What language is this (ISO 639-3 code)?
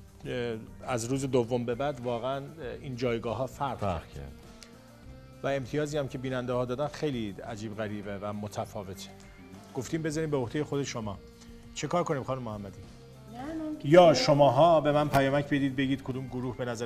fas